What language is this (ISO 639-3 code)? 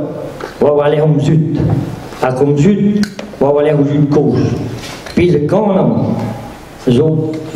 bre